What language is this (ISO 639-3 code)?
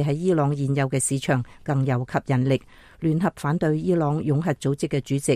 yue